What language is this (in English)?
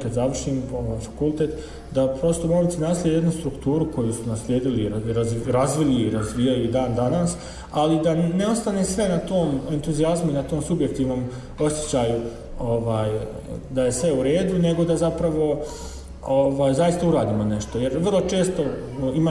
Bosnian